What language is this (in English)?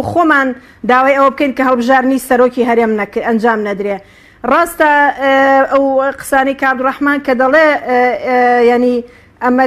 Central Kurdish